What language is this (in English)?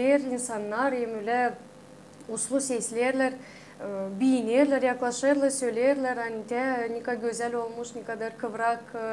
Gagauz